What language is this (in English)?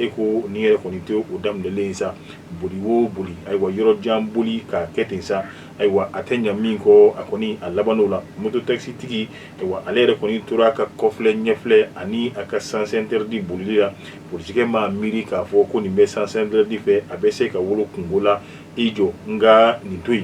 Bambara